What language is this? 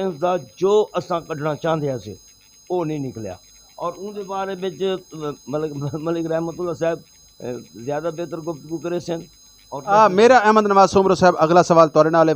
Saraiki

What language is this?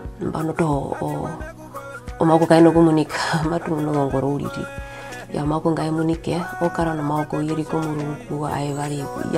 Herero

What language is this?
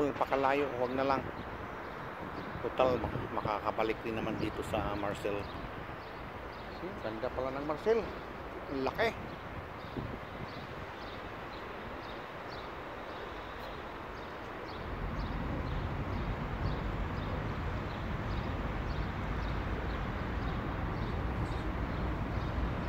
Filipino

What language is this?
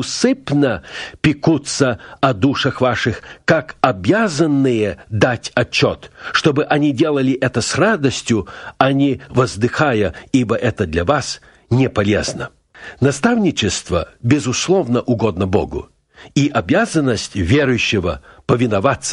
Russian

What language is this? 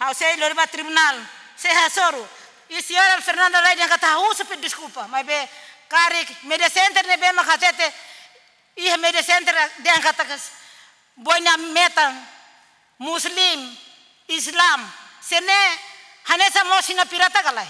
Tetum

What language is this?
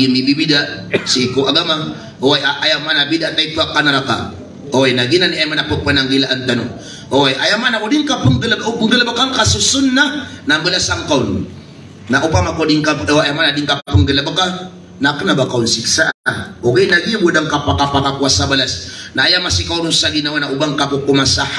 Maranao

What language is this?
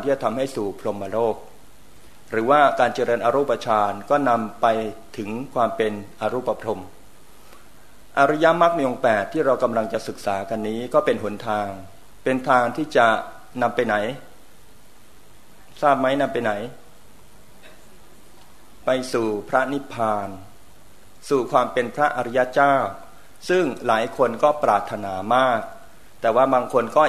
Thai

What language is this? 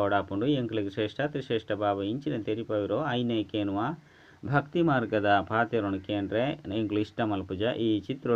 Tulu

